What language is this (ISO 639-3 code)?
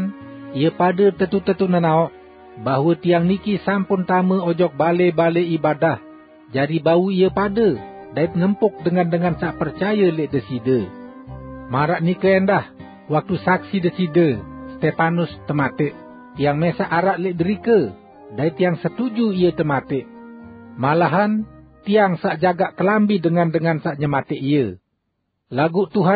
sas